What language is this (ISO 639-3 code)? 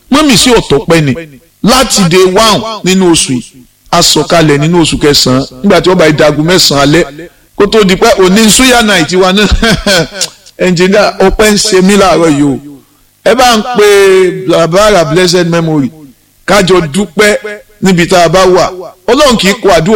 yor